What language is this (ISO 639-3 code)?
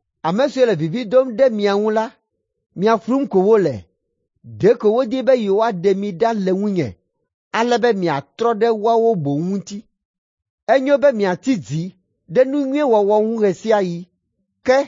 ewe